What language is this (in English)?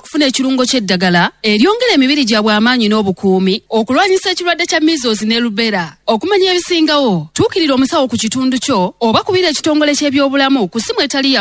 Ganda